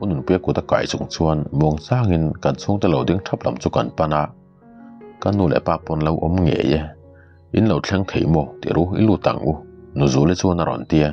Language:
Mizo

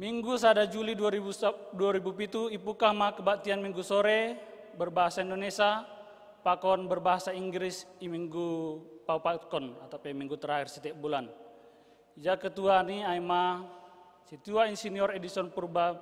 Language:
Batak Simalungun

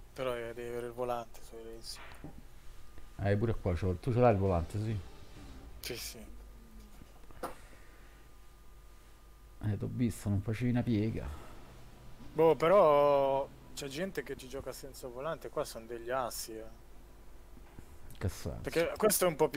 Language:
Italian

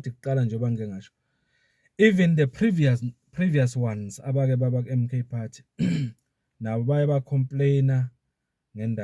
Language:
Zulu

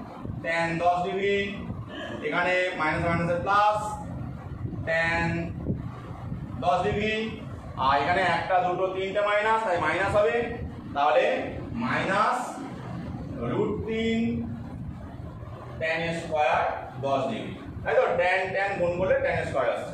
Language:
Bangla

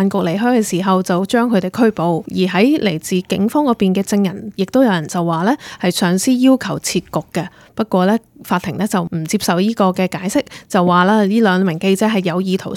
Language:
Cantonese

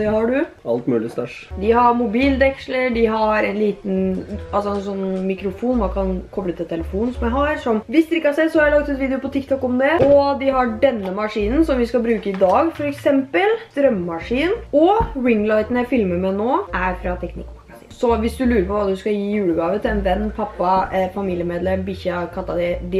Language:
Norwegian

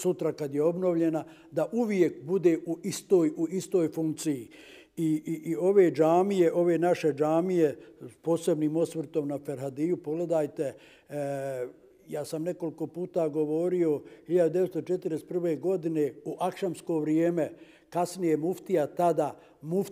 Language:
Bosnian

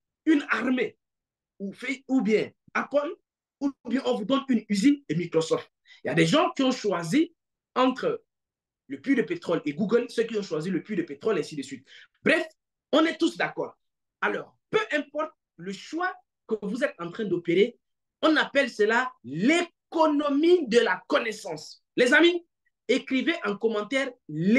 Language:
French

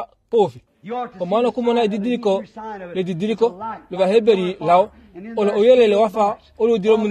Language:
Kuanyama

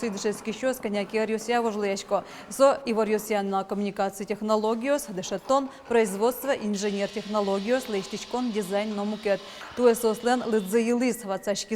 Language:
Udmurt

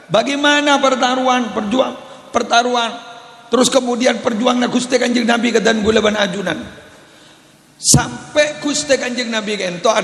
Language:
Madurese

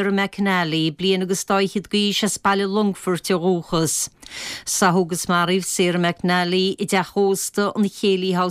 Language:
Irish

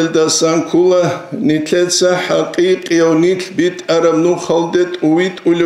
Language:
Avaric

